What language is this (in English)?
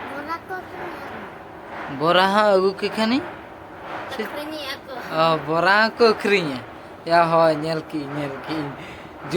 Santali